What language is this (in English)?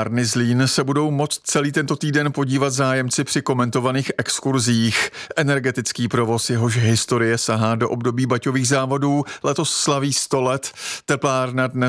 Czech